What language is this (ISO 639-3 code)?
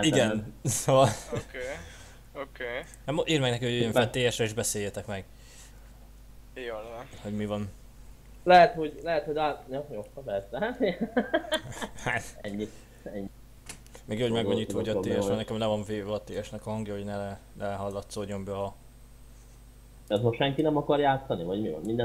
hun